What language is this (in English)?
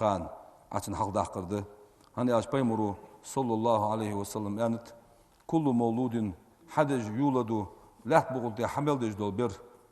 Ingush